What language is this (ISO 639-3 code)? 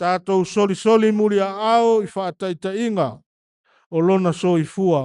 smo